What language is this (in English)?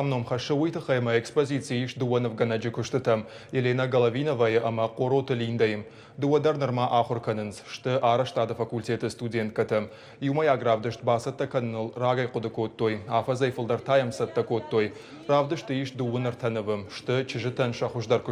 Ossetic